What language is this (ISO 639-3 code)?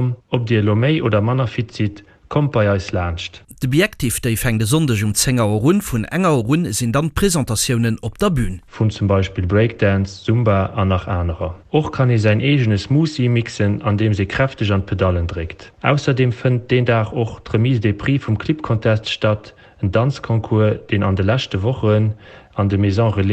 ltz